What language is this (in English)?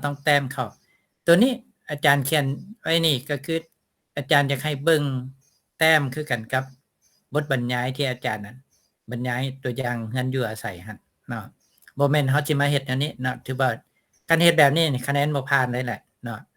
Lao